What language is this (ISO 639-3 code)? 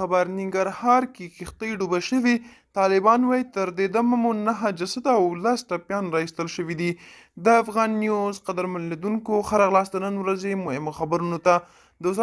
pus